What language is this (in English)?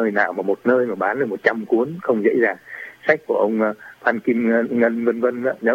Vietnamese